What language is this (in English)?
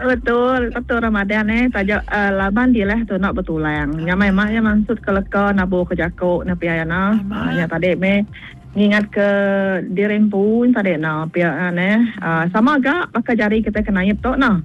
Iban